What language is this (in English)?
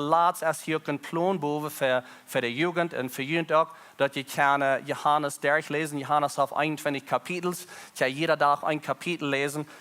Plautdietsch